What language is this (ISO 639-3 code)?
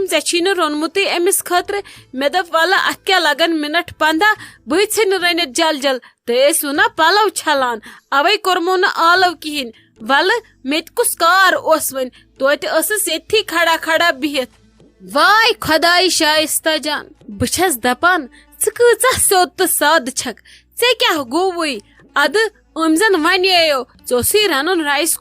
kas